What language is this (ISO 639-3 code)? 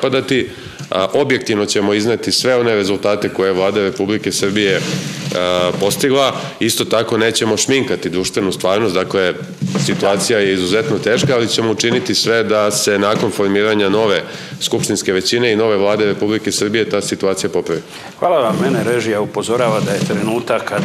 srp